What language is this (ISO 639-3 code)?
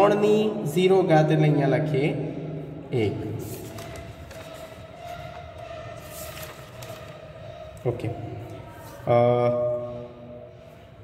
guj